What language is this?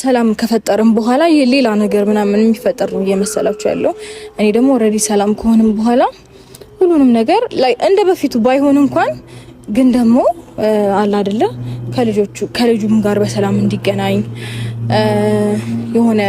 Amharic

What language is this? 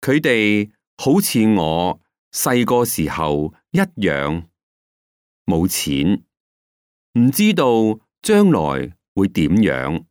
Cantonese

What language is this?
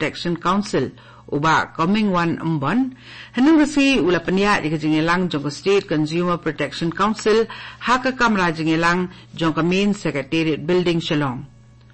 Khasi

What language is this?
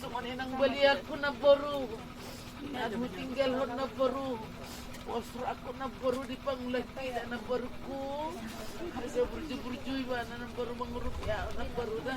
Batak Toba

